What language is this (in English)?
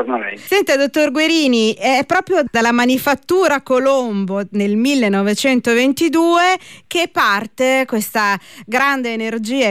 Italian